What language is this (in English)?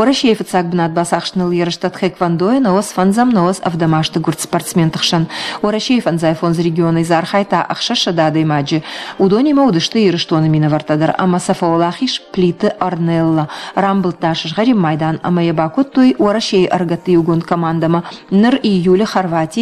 Ossetic